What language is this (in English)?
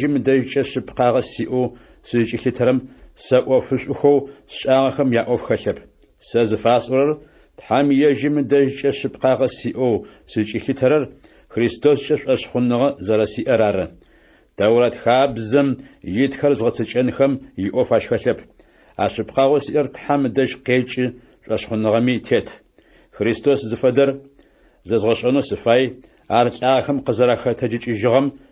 Adyghe